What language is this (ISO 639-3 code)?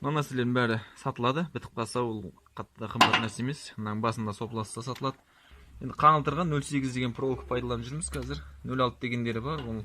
kaz